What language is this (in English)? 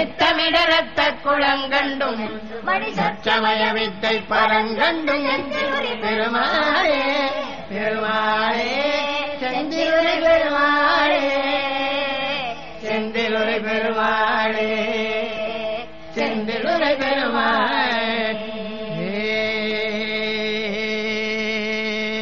Tamil